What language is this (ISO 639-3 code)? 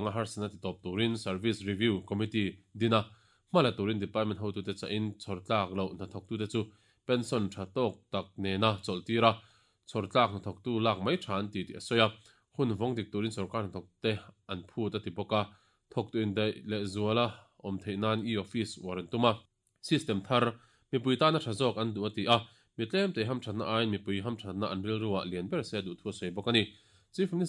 lus